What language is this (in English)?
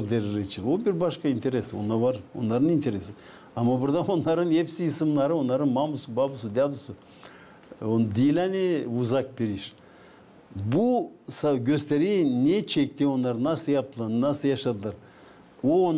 Gagauz